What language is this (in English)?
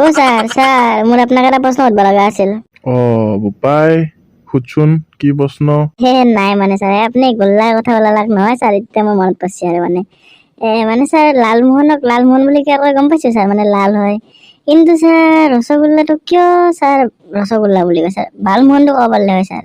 Assamese